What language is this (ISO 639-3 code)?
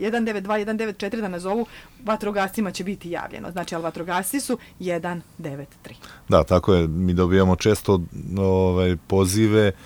srp